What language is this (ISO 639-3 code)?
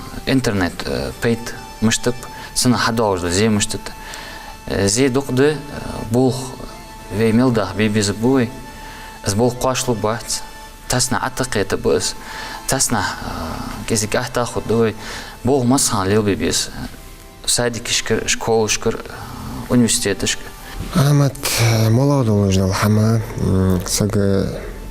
inh